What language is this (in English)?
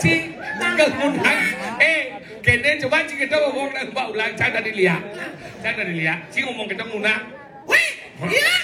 Balinese